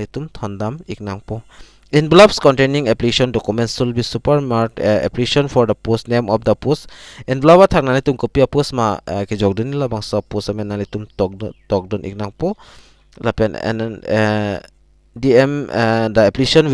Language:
Karbi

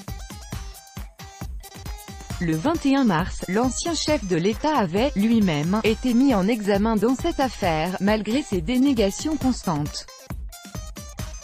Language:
French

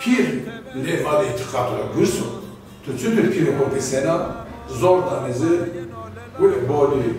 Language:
Zaza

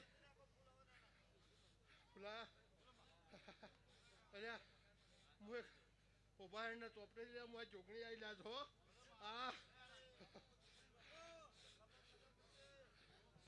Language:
Gujarati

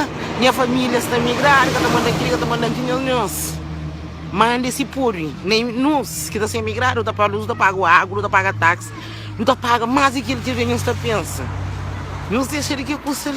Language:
Kabuverdianu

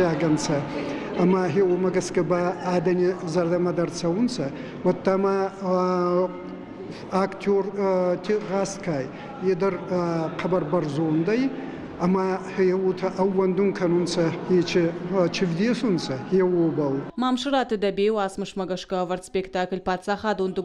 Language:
Ossetic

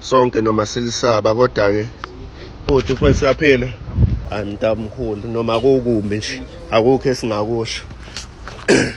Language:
Zulu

